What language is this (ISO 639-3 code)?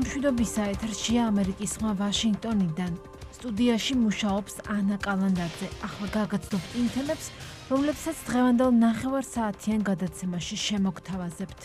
kat